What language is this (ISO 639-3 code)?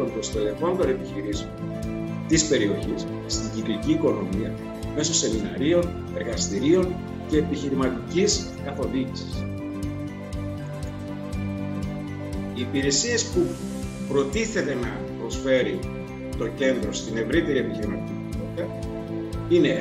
ell